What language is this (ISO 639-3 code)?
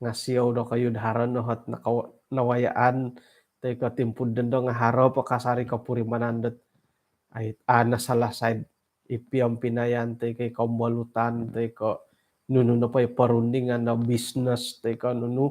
dtp